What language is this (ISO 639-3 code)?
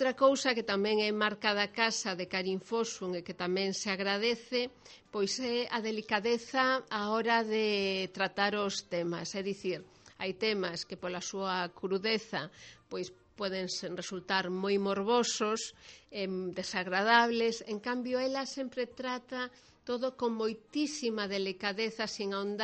glg